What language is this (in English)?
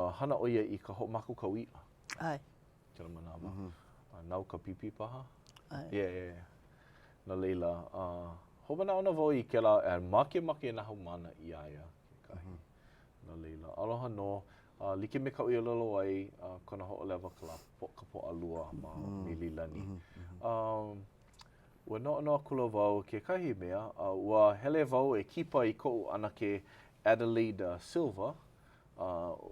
Hawaiian